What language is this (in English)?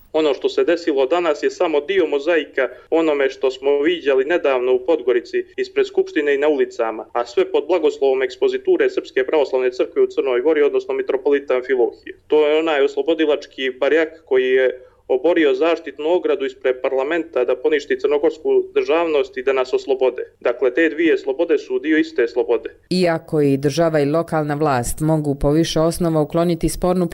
Croatian